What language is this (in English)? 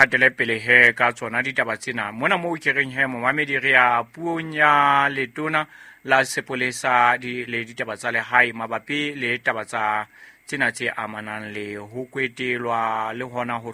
Southern Sotho